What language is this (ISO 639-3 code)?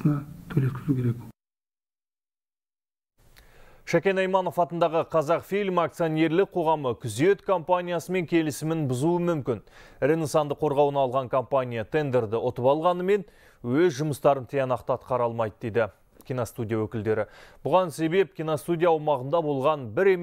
kaz